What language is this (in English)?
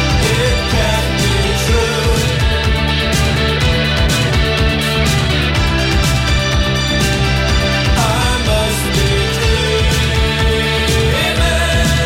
Italian